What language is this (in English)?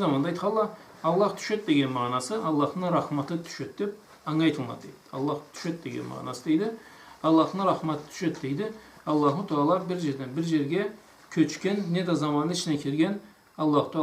Karachay-Balkar